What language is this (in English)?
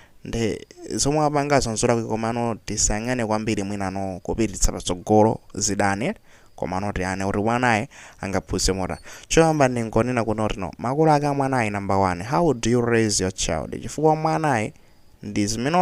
Nyanja